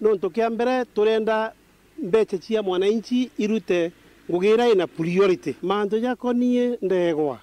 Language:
Meru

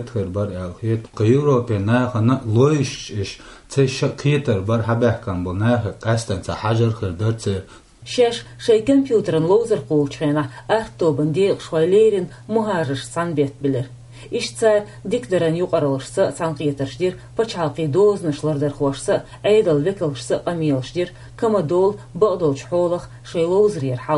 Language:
Chechen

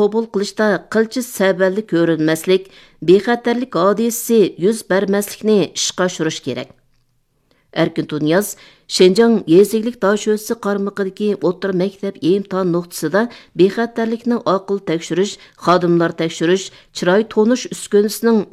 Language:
Uyghur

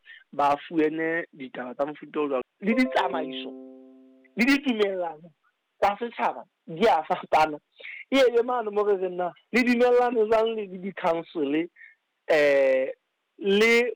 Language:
Southern Sotho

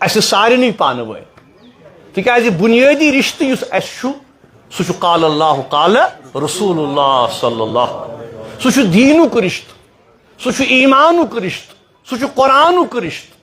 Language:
Kashmiri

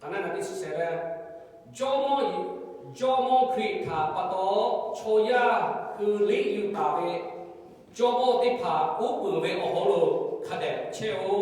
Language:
Lahu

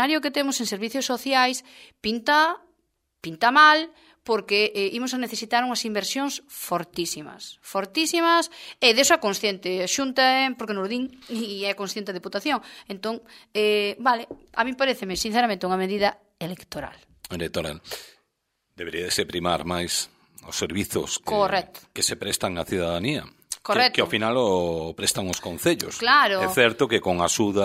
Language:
Galician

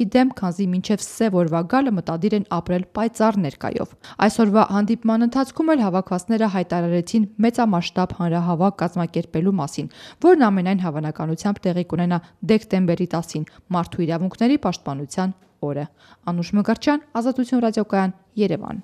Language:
Armenian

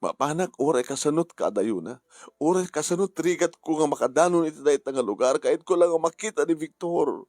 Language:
Iloko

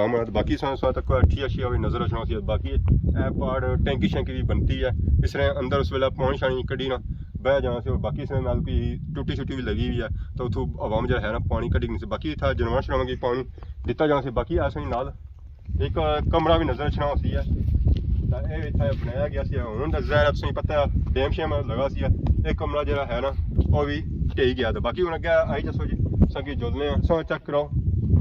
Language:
Pahari-Potwari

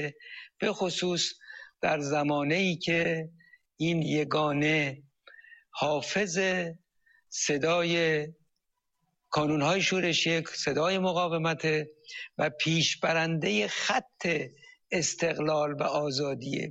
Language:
Persian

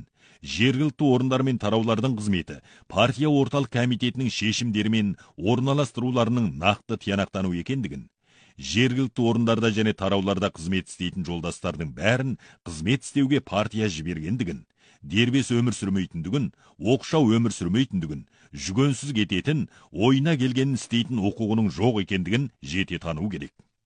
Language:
Kazakh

